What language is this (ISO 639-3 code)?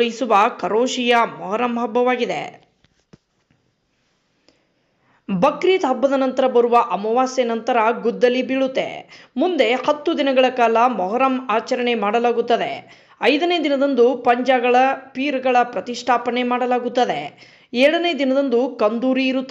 kan